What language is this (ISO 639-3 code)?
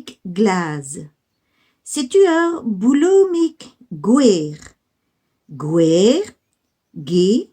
bre